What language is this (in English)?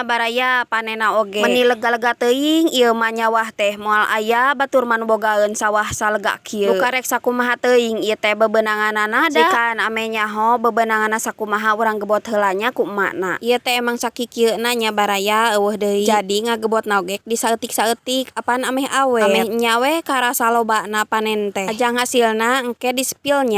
Sundanese